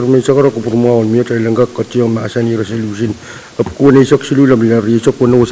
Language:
Pohnpeian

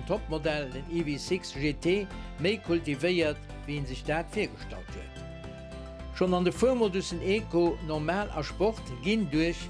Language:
Luxembourgish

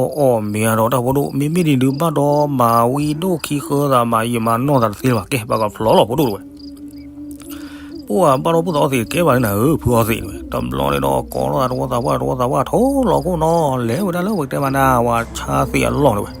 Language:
S'gaw Karen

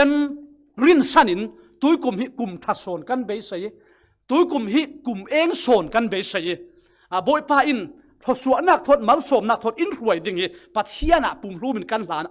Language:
Falam Chin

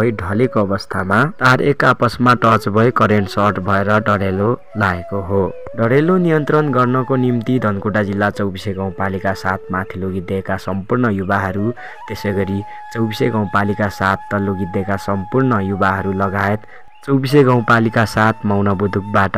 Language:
Nepali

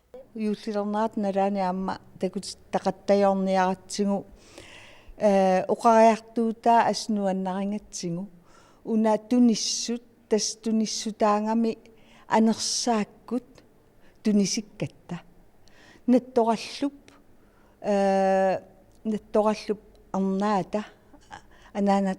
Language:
Kalaallisut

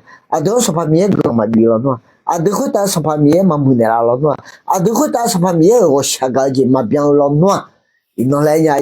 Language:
Akha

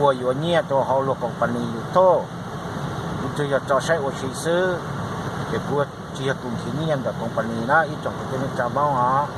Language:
Hmong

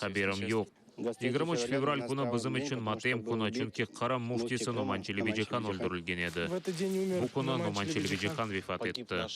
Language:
Crimean Tatar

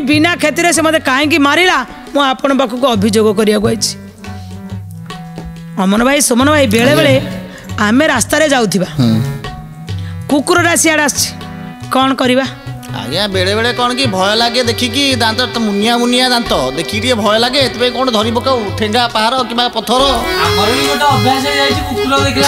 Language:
Odia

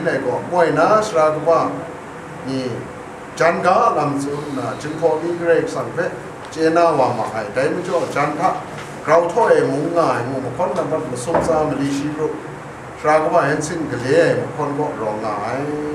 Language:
Kachin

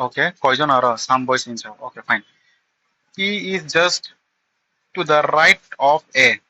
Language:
Kok Borok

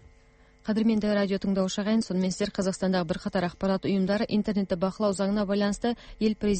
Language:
Kazakh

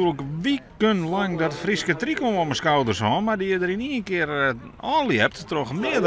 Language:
Western Frisian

